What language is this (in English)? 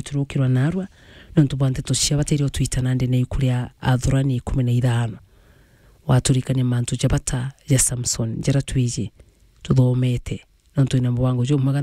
Meru